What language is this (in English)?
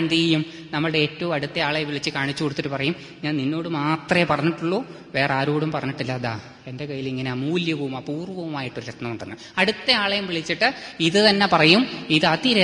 Malayalam